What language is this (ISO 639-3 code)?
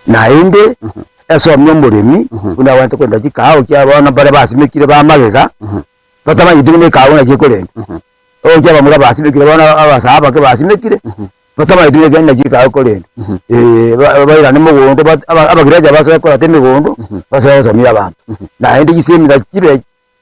guz